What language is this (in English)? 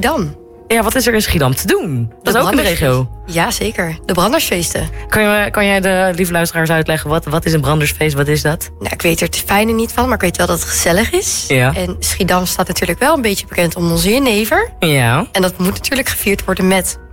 Dutch